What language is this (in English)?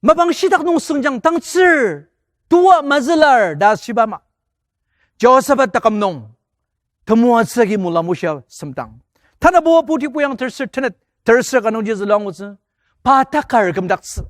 Ao Naga